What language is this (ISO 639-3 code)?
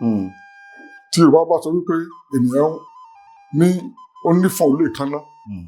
yor